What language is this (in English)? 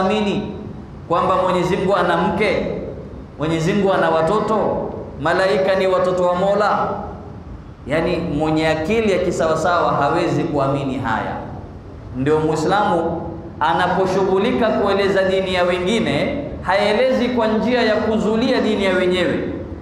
Swahili